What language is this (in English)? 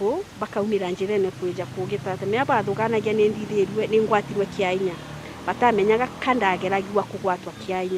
Meru